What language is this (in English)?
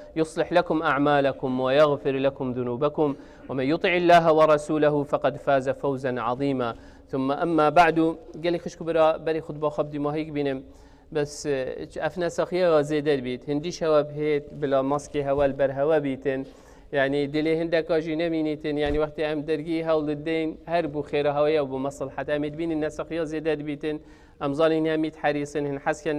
Kurdish